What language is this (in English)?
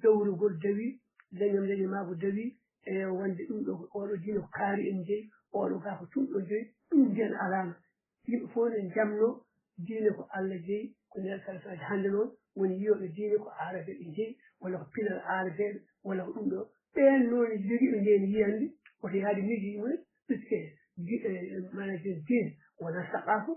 Fula